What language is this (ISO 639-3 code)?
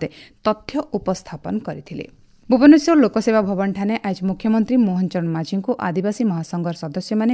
ori